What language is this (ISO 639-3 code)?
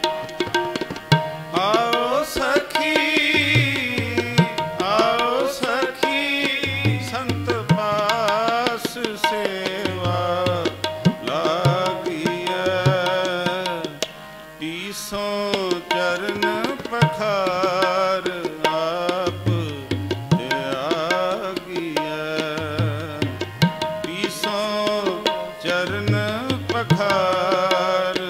pan